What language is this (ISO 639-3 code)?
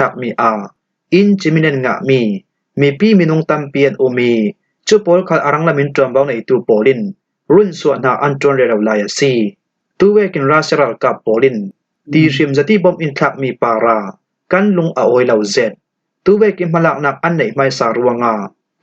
cfm